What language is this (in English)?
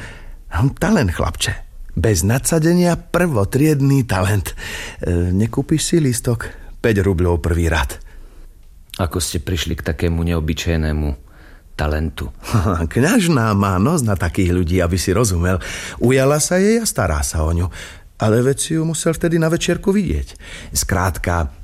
Slovak